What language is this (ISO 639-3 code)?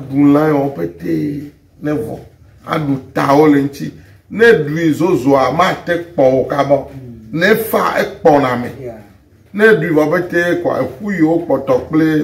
ewe